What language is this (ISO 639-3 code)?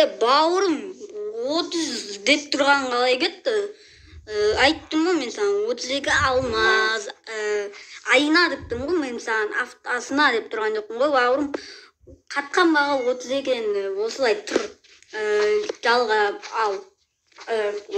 kaz